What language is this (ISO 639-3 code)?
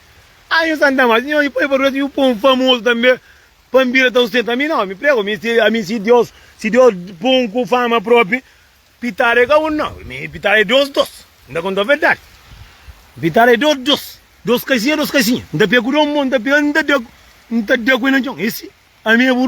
kea